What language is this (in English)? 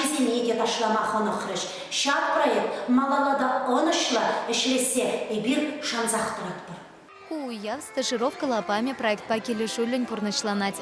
Chuvash